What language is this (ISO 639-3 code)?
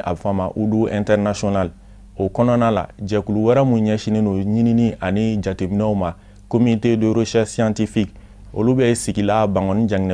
bam